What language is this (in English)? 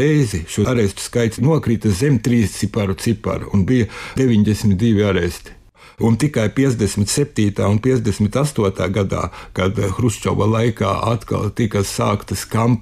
Latvian